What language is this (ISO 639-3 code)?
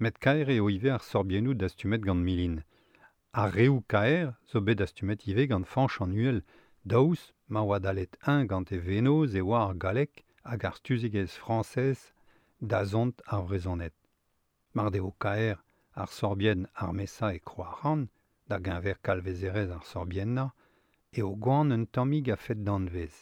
bre